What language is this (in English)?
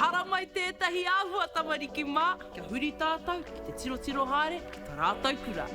Māori